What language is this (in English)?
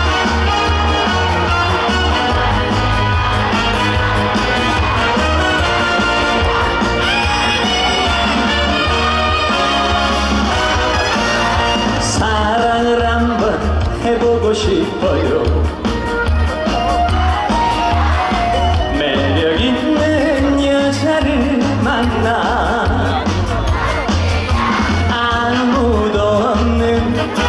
Korean